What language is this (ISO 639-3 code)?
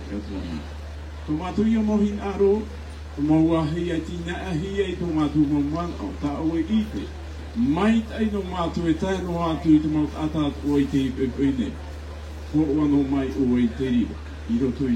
tah